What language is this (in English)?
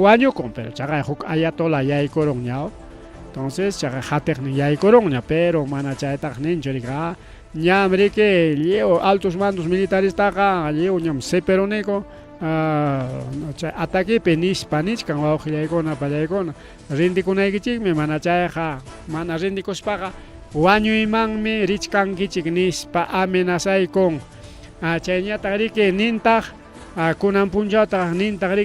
Ayacucho Quechua